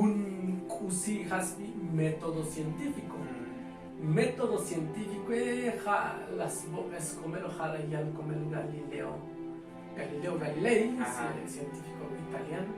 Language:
Tzotzil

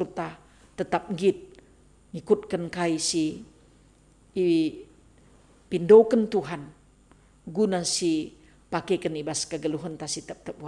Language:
Batak Karo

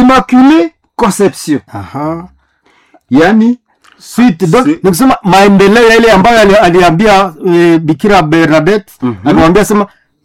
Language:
Swahili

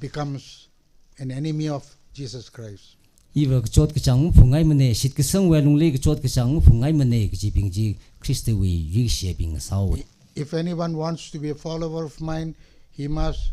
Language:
Tangkhul Naga (India)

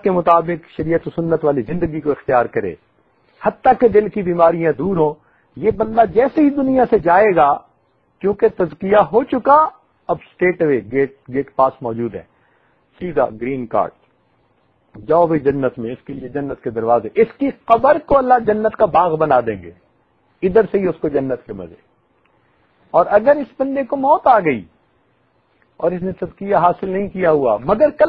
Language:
Urdu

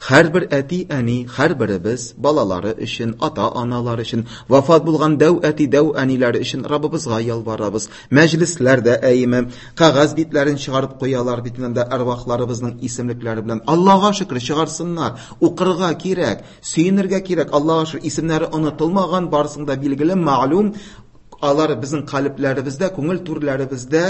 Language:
Tatar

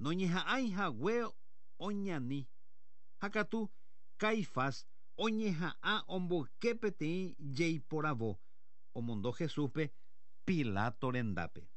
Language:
Guarani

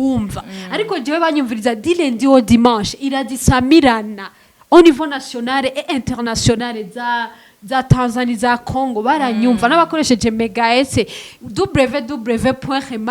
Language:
Rundi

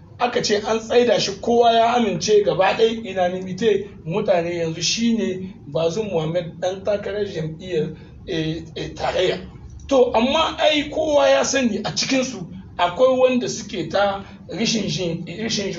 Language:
Hausa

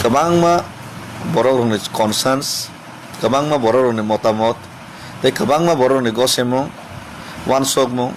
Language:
Kok Borok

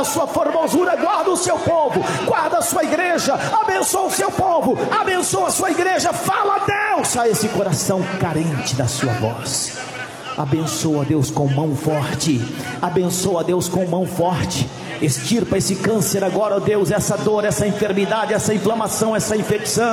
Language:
Portuguese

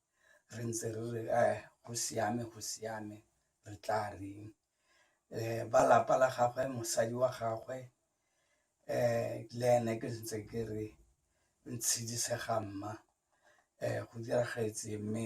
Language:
Tswana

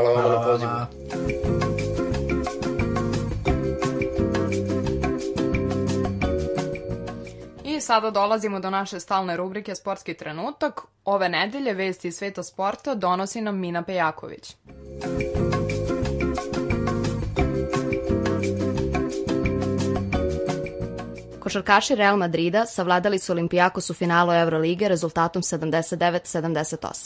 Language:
Serbian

